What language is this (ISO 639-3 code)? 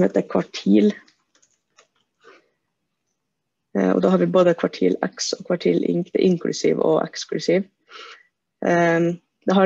nor